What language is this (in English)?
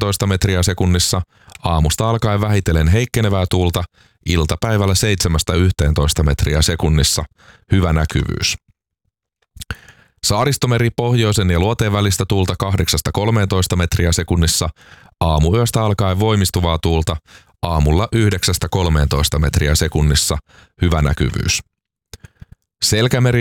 Finnish